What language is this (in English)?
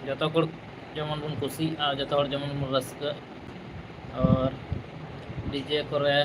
Santali